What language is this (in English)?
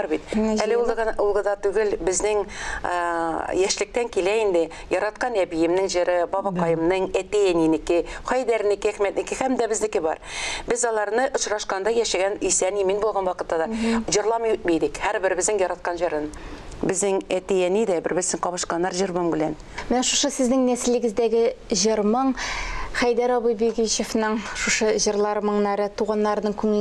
Tatar